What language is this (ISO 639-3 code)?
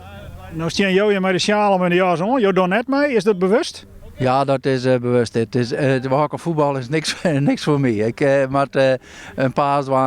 fry